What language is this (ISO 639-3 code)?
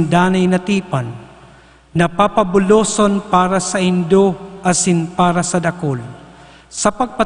bik